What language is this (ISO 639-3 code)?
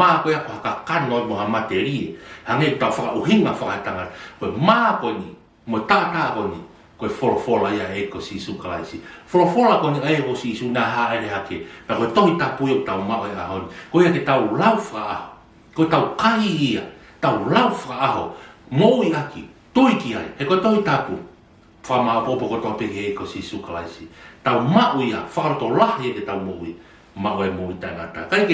ton